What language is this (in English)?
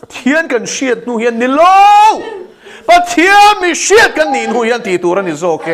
Mizo